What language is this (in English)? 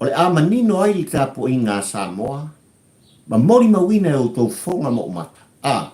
Samoan